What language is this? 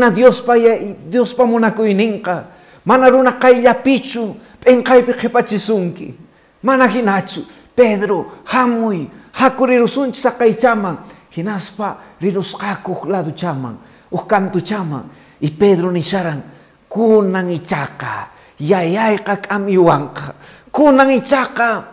Quechua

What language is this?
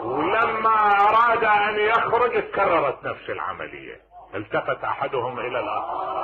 Mesopotamian Arabic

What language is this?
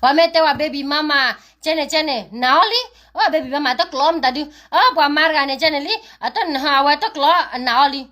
S'gaw Karen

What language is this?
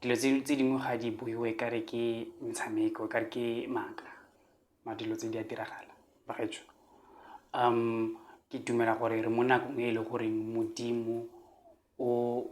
Tswana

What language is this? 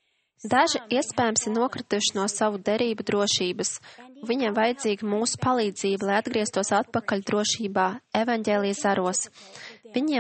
Latvian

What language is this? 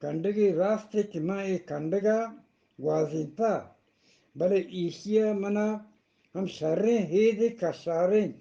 Eastern Balochi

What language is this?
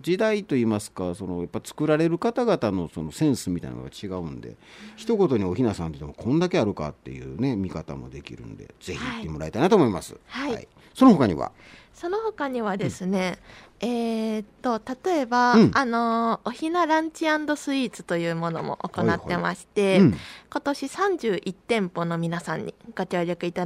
Japanese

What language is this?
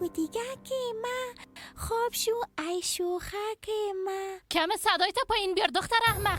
Persian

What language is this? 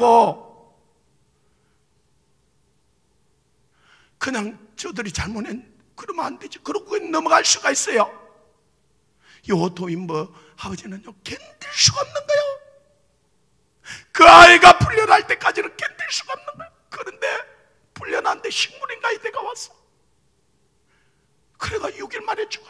Korean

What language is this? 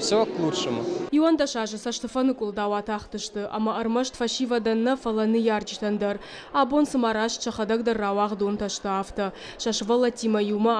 Ossetic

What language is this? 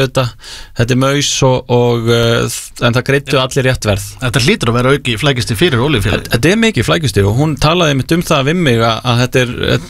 Icelandic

